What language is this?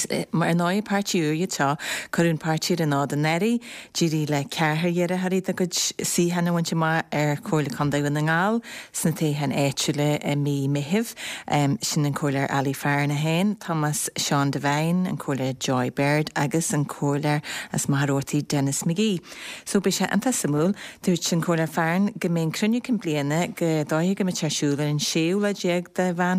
Irish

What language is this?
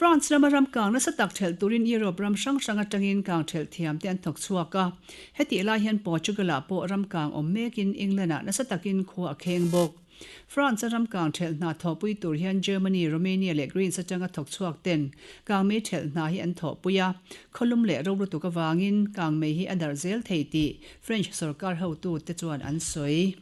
Mizo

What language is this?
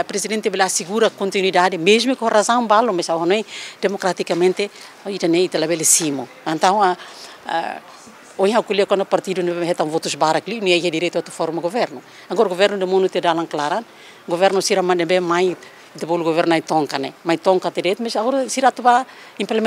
Tetum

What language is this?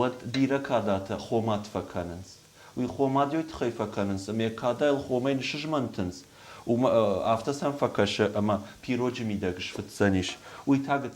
Ossetic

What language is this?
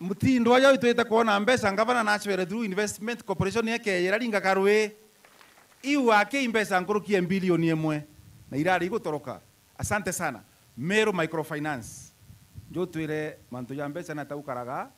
Meru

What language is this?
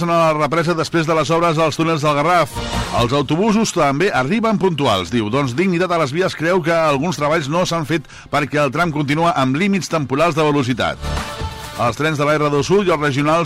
Catalan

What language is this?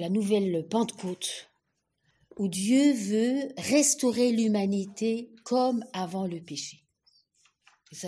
French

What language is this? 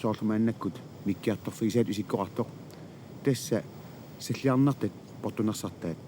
Kalaallisut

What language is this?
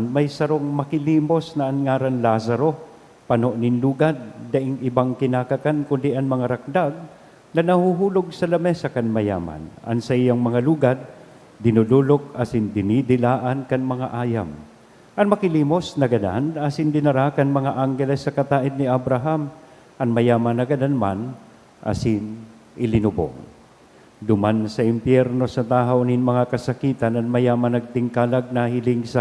Bikol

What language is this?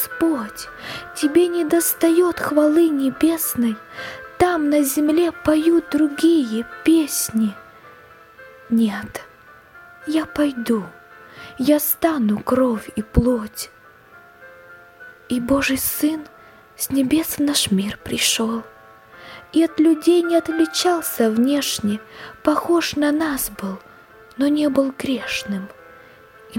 Russian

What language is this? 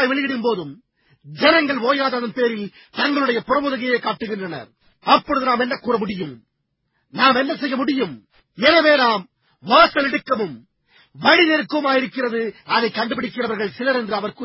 Tamil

